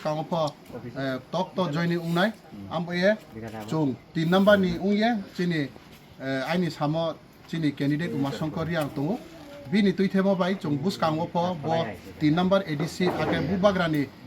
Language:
Kok Borok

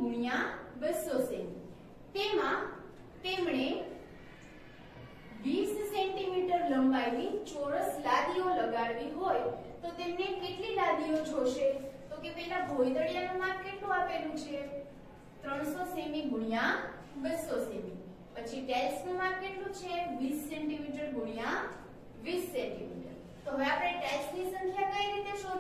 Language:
Gujarati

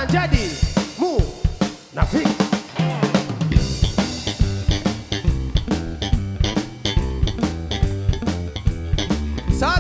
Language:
Malay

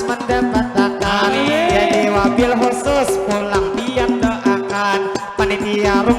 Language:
Banjar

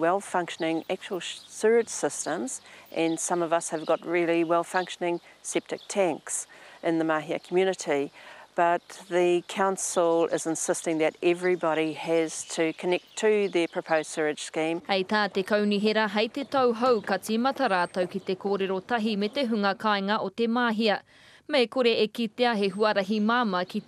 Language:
Māori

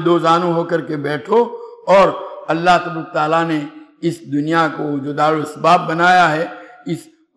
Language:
Urdu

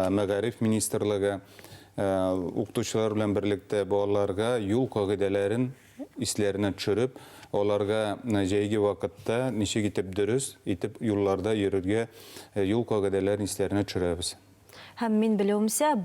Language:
Bashkir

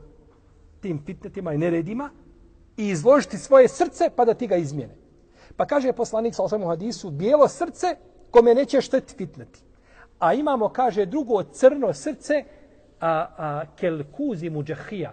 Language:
Bosnian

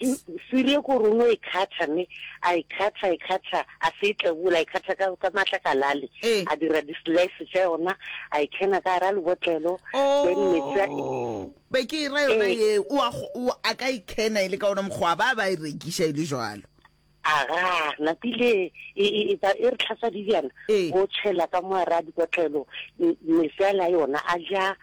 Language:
Northern Sotho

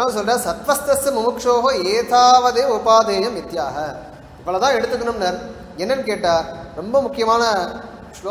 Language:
Tamil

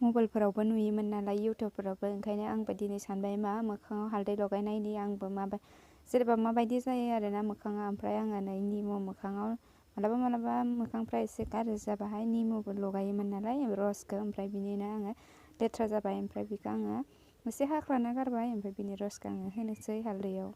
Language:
Bodo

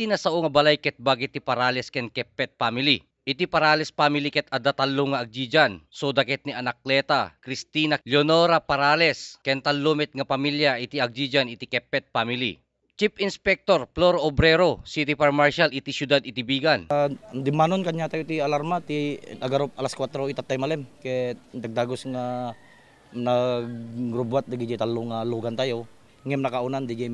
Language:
Iloko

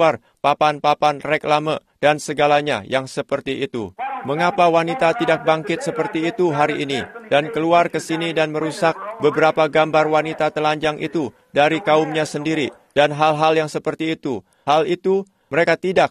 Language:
Indonesian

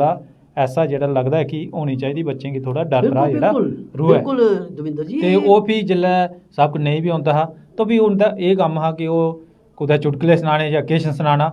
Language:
Dogri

